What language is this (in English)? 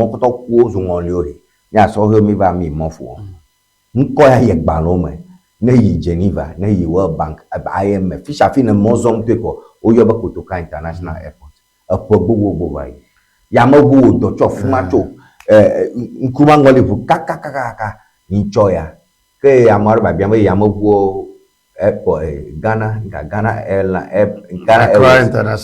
Ewe